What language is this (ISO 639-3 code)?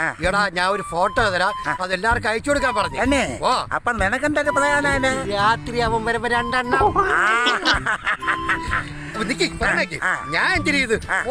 mal